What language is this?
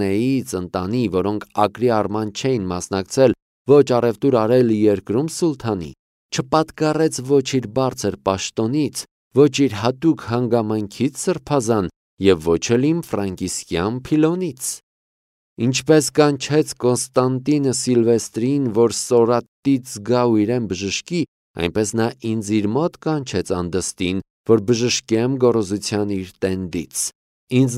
Armenian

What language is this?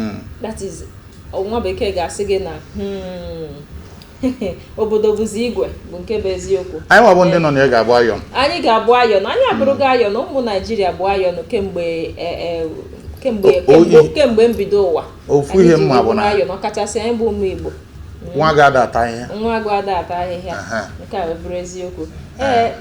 Igbo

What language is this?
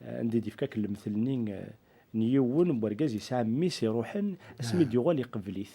Kabyle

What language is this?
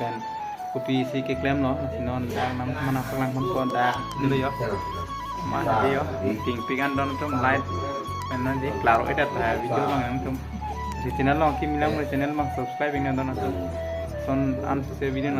Karbi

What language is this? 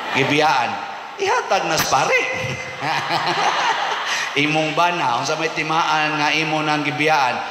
Cebuano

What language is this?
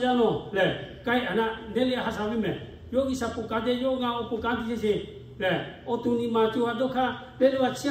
Lahu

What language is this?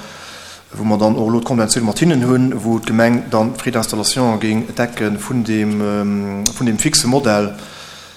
Luxembourgish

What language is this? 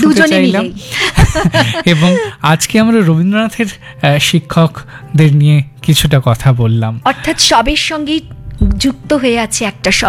Bangla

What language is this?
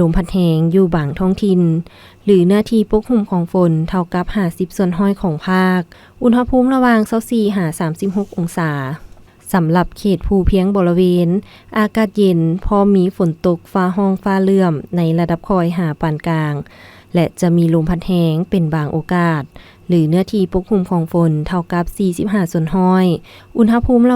Lao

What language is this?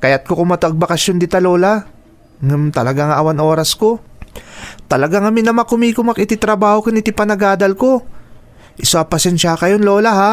Iloko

